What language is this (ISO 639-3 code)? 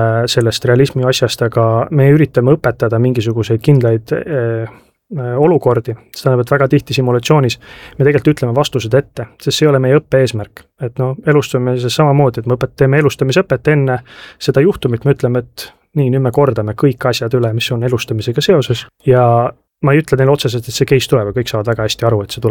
est